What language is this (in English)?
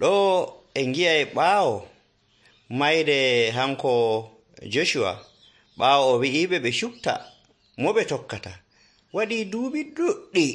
Nigerian Fulfulde